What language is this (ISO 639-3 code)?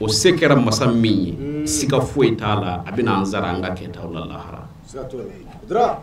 bam